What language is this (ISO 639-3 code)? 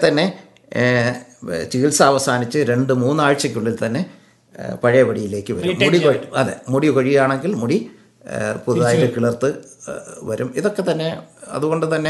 mal